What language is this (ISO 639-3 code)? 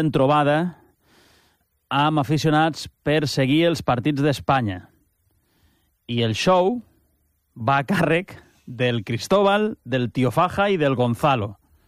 cat